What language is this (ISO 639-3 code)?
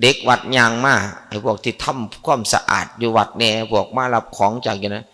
tts